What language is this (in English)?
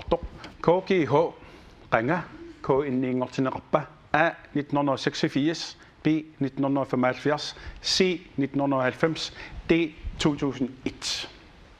Kalaallisut